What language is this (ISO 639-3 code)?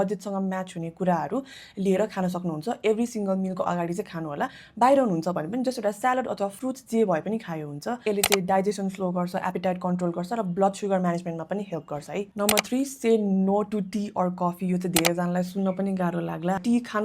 nep